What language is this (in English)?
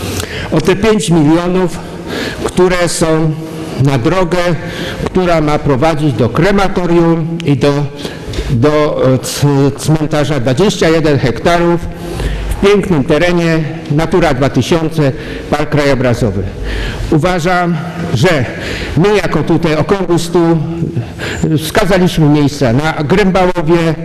Polish